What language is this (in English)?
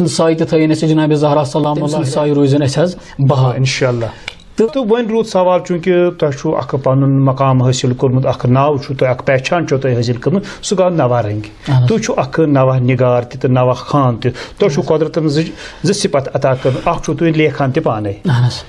Kashmiri